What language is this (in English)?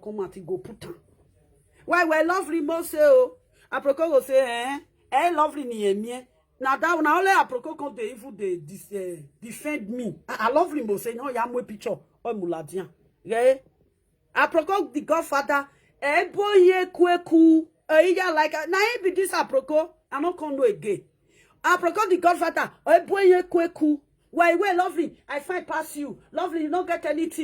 Nigerian Pidgin